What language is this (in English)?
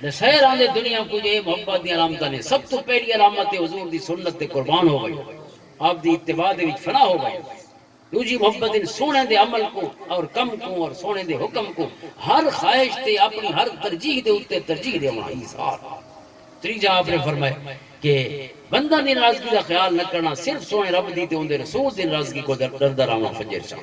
Western Panjabi